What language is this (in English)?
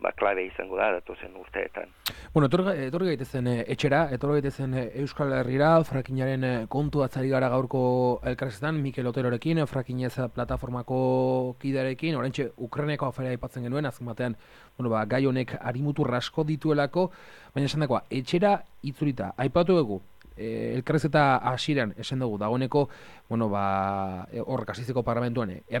Basque